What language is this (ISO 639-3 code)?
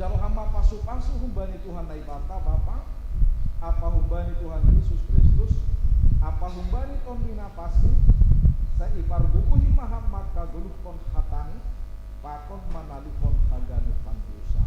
bts